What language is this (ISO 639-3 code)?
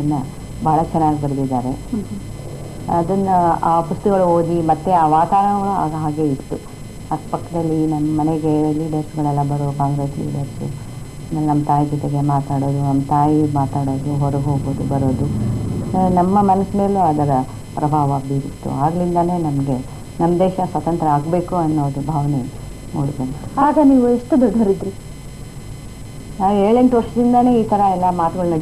kan